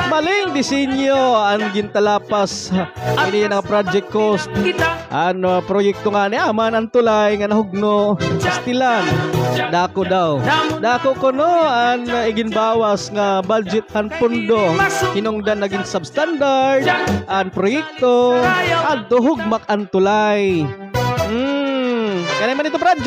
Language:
Waray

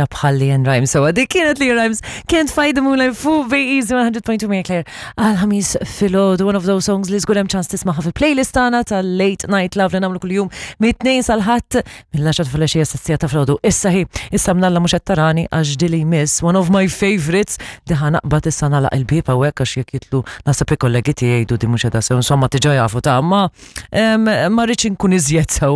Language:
Maltese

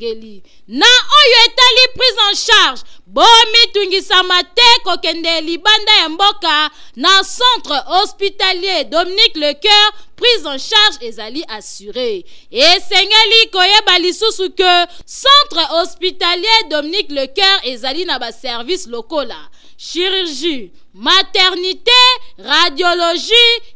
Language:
Lingala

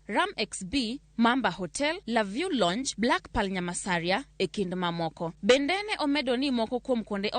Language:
Luo (Kenya and Tanzania)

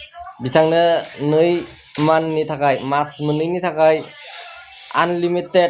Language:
Bodo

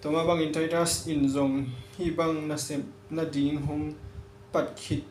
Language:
Tedim Chin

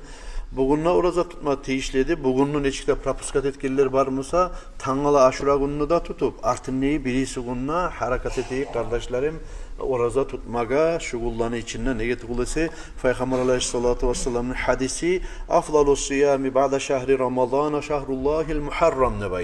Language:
Kumyk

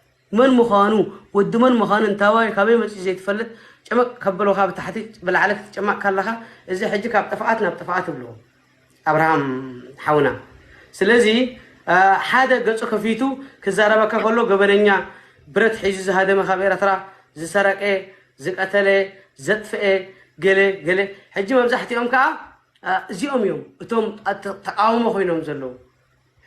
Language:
Tigrinya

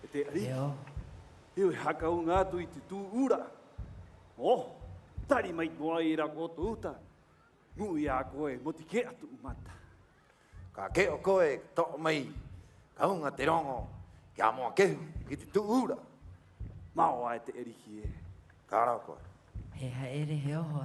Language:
Rapanui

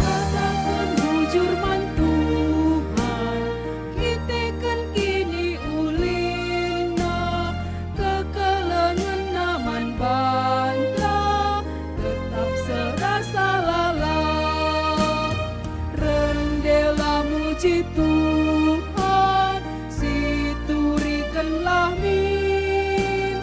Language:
Batak Karo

